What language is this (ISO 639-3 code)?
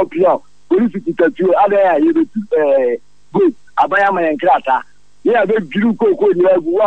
aka